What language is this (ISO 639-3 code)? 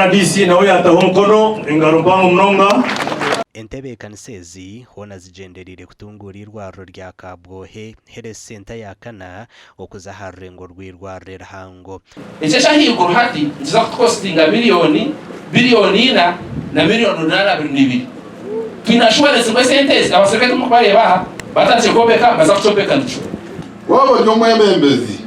nyn